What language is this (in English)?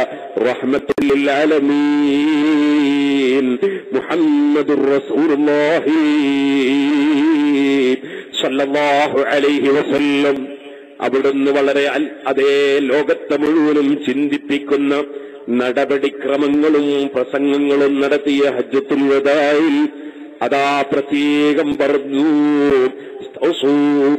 Malayalam